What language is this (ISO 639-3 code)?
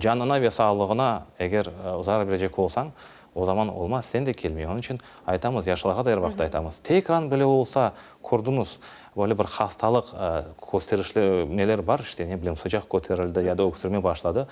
crh